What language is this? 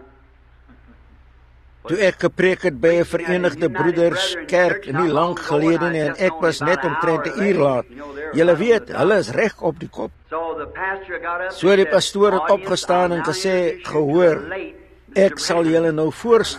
Afrikaans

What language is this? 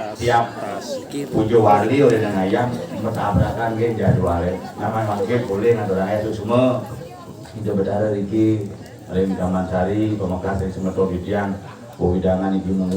Balinese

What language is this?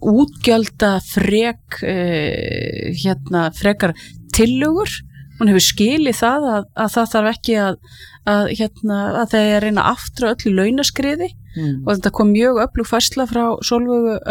Icelandic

